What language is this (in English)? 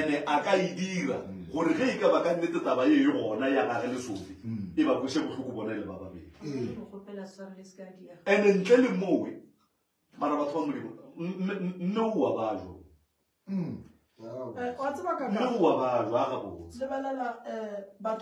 Northern Sotho